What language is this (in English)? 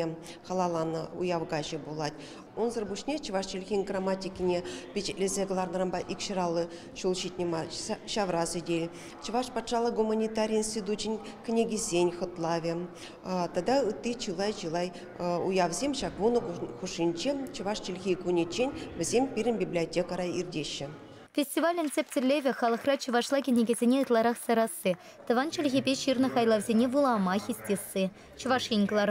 Chuvash